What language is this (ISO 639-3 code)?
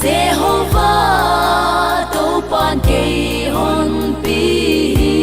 pck